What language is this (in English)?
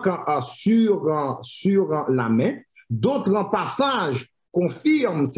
French